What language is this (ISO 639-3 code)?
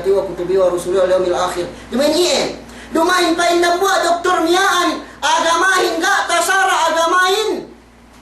yka